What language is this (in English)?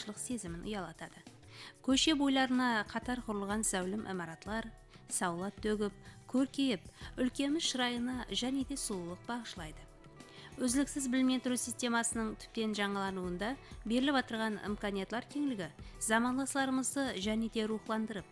Kara-Kalpak